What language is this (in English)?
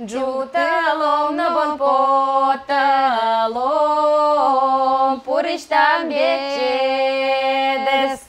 Udmurt